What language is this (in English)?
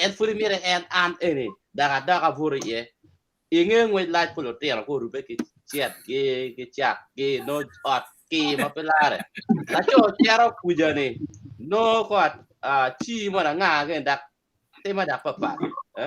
Acoli